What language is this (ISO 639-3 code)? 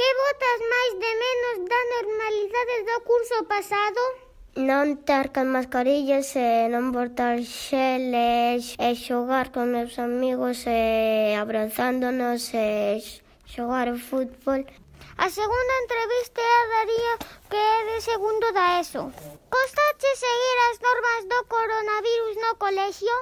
glg